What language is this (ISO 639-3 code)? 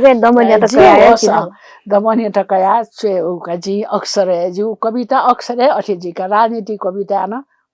new